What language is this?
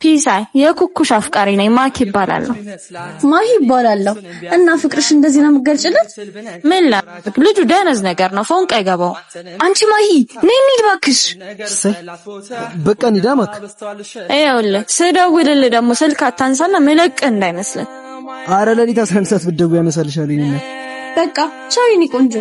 Amharic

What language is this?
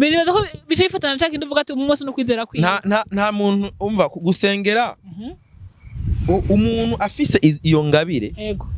Rundi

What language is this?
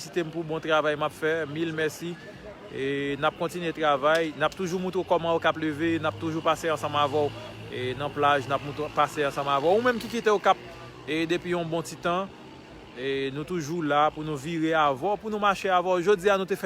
Haitian Creole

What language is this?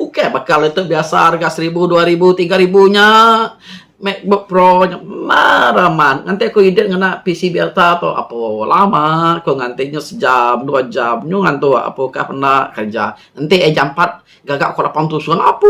Iban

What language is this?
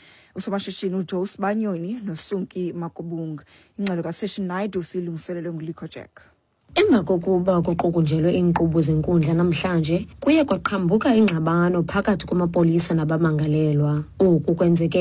Xhosa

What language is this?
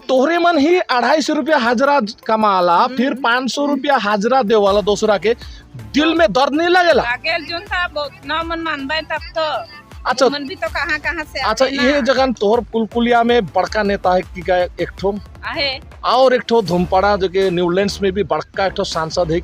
Sadri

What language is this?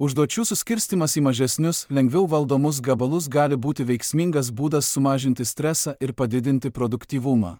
Lithuanian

